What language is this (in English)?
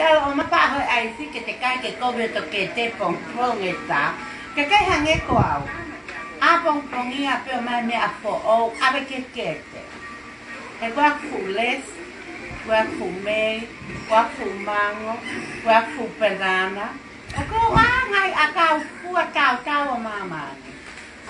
Tongan